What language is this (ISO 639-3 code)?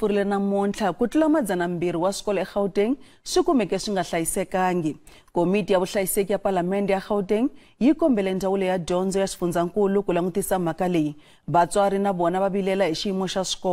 tso